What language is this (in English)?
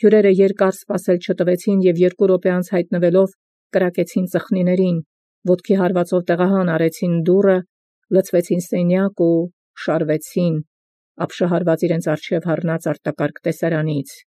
Armenian